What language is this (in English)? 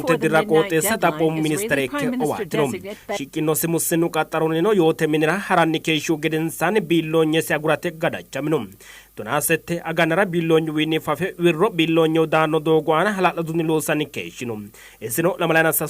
Sidamo